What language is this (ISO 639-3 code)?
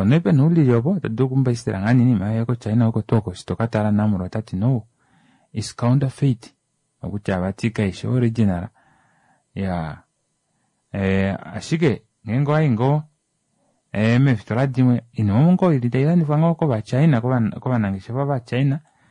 kua